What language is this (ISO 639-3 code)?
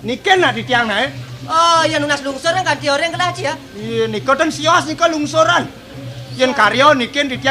ban